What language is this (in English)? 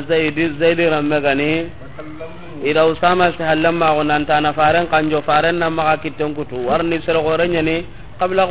Soninke